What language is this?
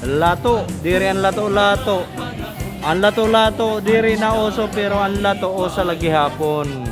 Waray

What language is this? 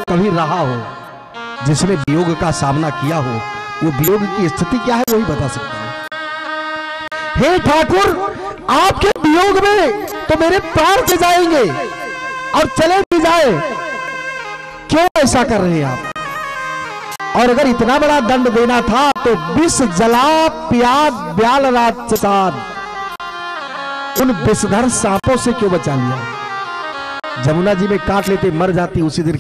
Hindi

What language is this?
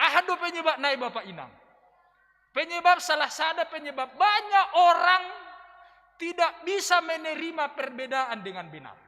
Batak Simalungun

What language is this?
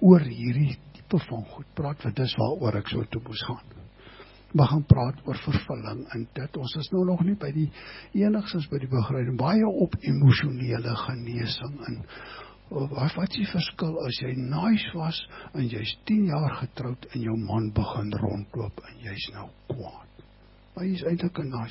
Afrikaans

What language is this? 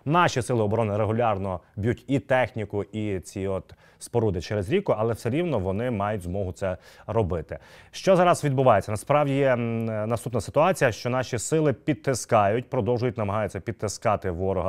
Ukrainian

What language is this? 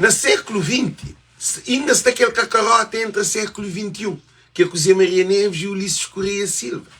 Kabuverdianu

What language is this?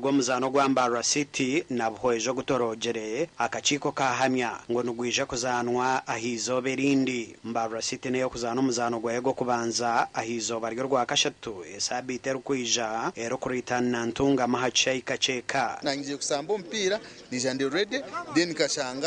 Nyankole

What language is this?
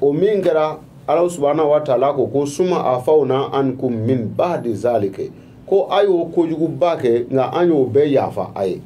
Bambara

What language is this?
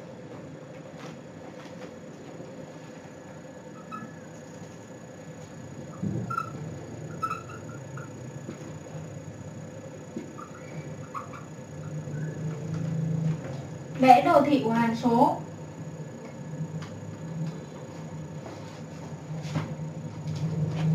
Vietnamese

